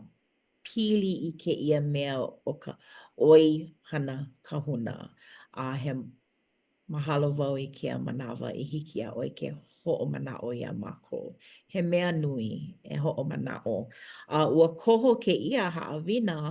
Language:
Hawaiian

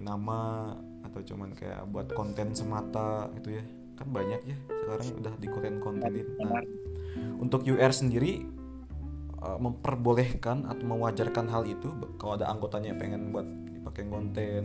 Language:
Indonesian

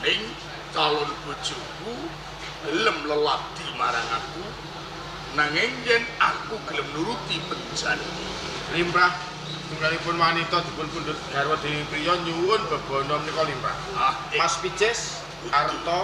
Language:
Javanese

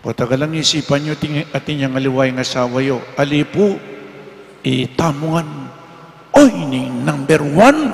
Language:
Pampanga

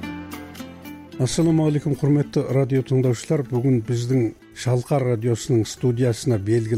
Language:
Kazakh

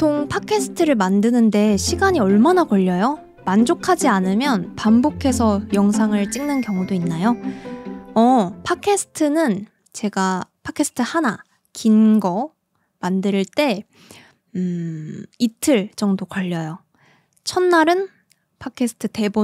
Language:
Korean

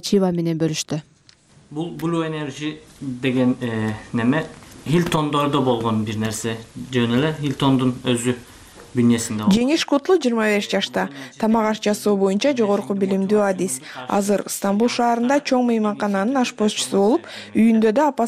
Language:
Kyrgyz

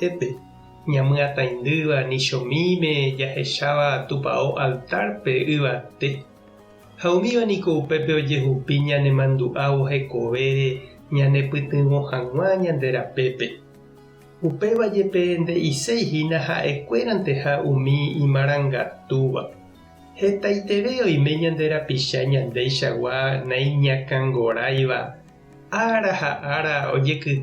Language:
Guarani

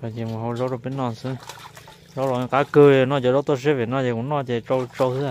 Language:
Hmong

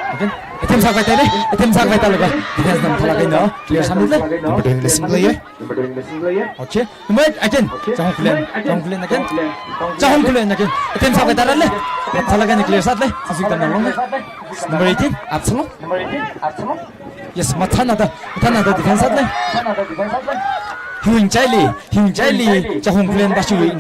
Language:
Tangkhul Naga (India)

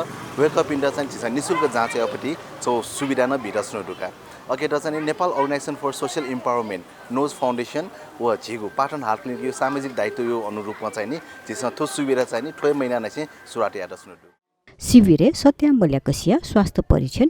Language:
Newari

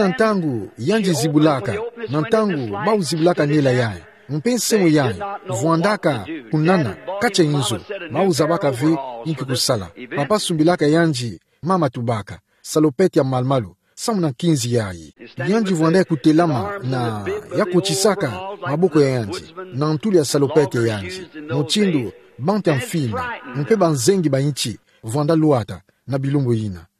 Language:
Kituba (Democratic Republic of Congo)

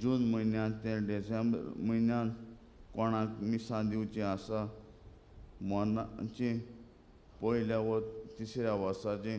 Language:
Konkani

